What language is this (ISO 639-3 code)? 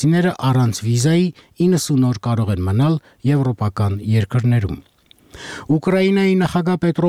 hye